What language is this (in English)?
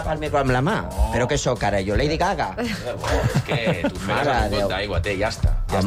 Catalan